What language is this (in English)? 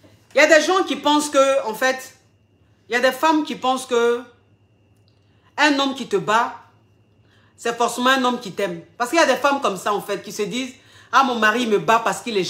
French